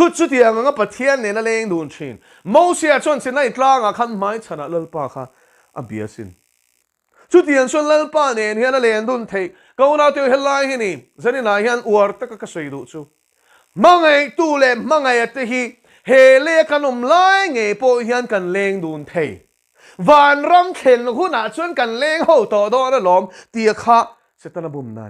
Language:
Mizo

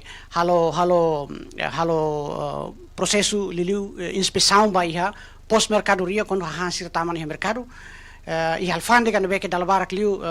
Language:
Tetum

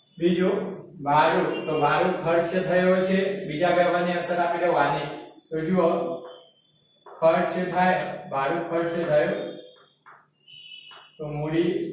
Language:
Gujarati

